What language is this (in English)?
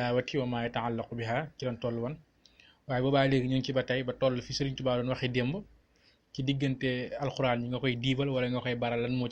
Wolof